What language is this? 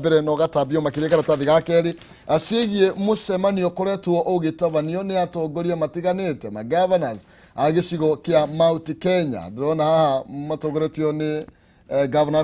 Kikuyu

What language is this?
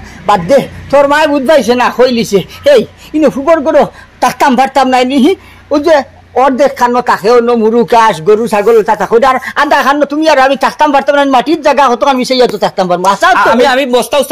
Sylheti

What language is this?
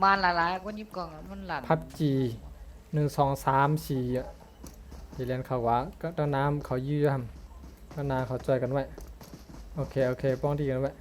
Shan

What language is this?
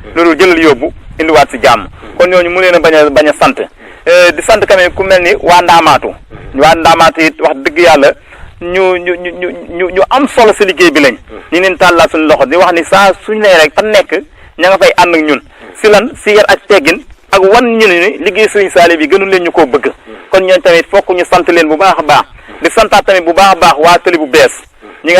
Wolof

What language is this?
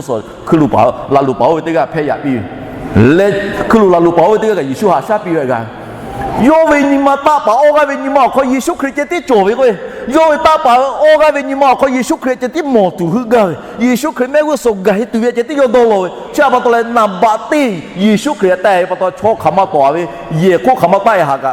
Lahu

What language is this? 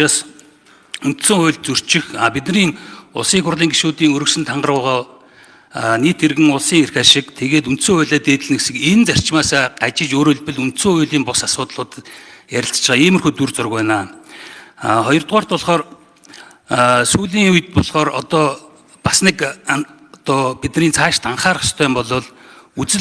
Mongolian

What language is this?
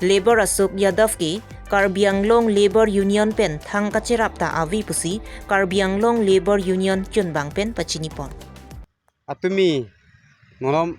Karbi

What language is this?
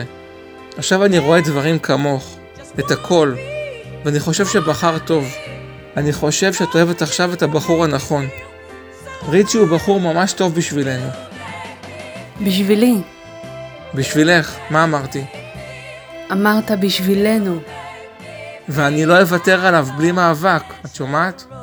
Hebrew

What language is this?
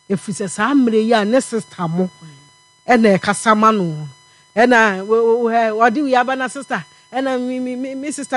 Akan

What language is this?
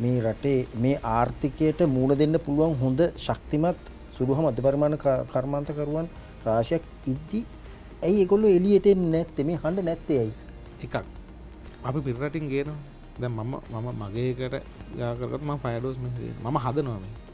Sinhala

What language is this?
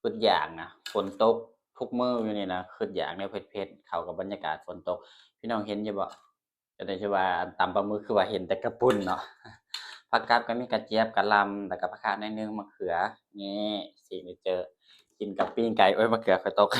Northeastern Thai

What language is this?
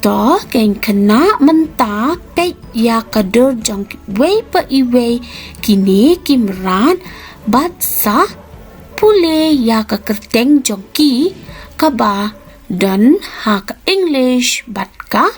Khasi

